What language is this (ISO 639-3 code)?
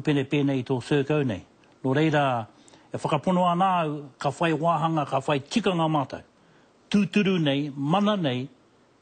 mri